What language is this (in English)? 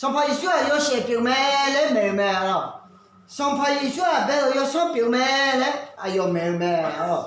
Akha